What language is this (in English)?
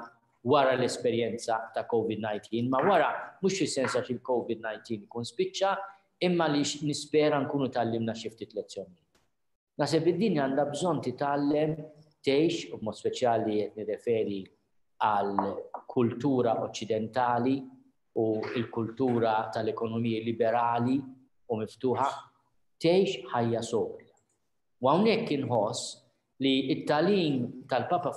Maltese